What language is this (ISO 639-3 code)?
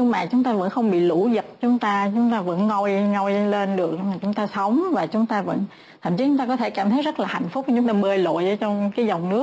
vie